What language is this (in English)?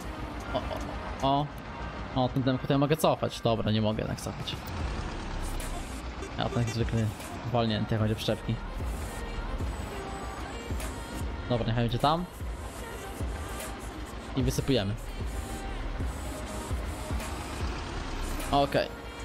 Polish